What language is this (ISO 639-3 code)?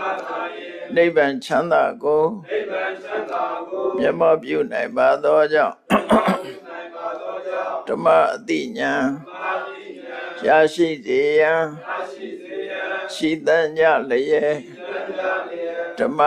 mya